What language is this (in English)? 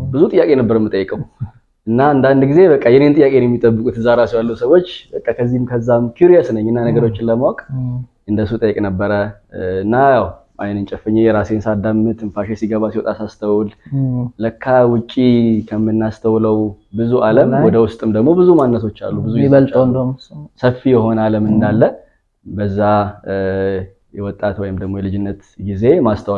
Amharic